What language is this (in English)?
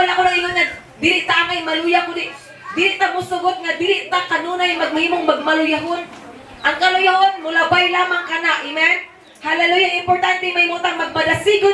Cebuano